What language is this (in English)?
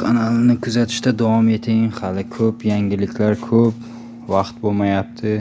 Uzbek